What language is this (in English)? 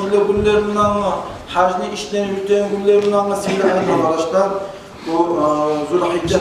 Kumyk